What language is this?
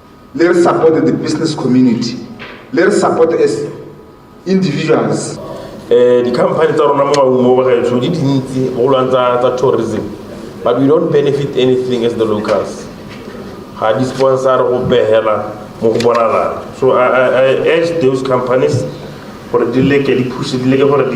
Tswana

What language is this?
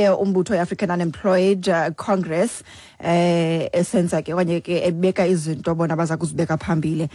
Xhosa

